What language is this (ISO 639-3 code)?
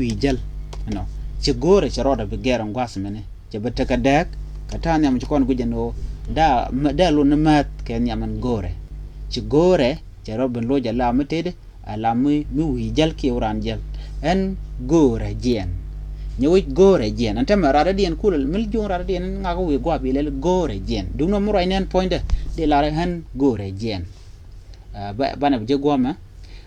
nus